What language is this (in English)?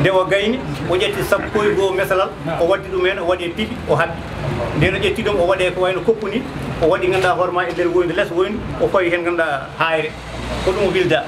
Fula